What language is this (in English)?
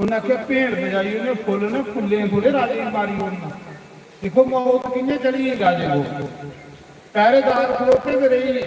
Dogri